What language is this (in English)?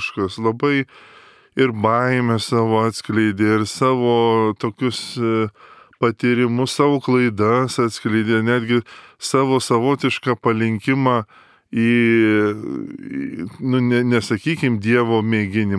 Lithuanian